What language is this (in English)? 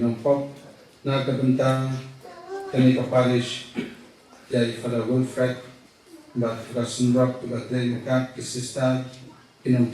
Khasi